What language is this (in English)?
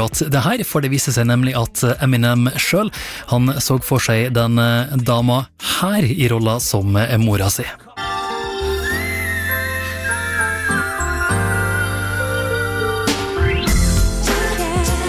Norwegian